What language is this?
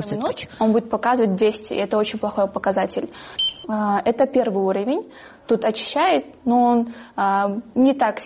Kyrgyz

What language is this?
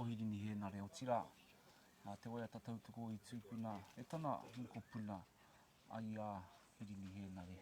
Māori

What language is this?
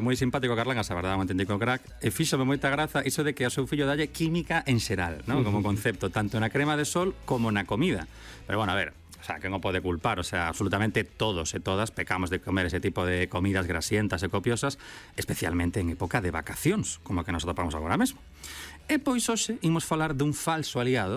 Galician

